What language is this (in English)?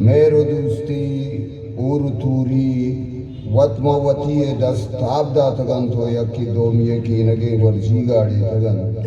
Eastern Balochi